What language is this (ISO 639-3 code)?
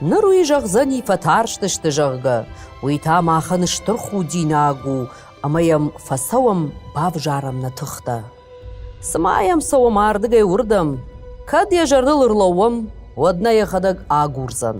oss